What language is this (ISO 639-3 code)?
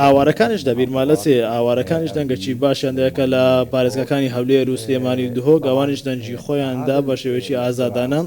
ckb